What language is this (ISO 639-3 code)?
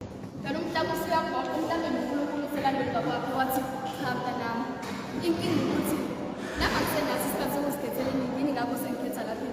zul